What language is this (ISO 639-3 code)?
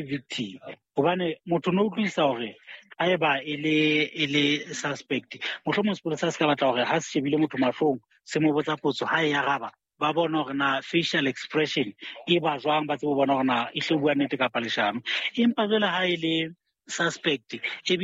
sot